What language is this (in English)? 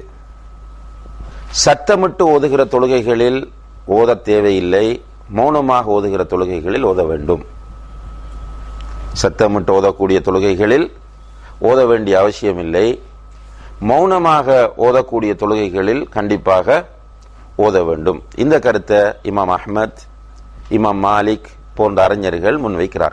Tamil